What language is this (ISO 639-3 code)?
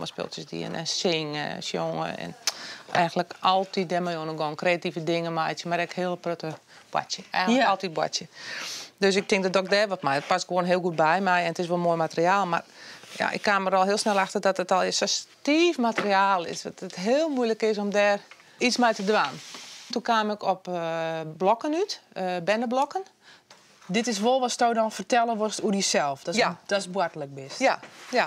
fry